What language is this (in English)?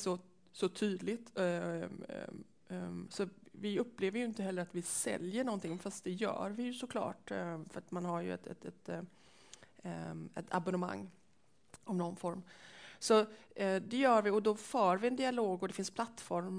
Swedish